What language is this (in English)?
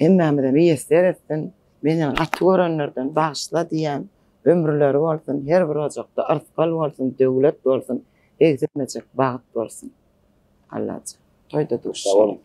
Turkmen